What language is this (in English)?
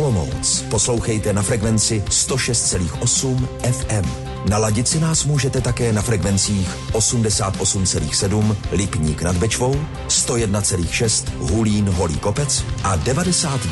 Czech